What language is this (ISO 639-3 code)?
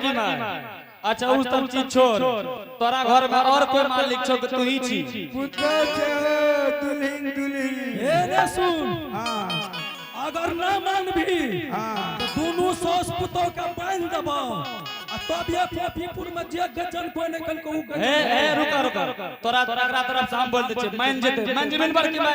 anp